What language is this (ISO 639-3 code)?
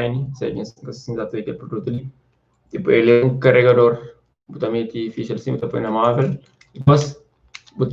kea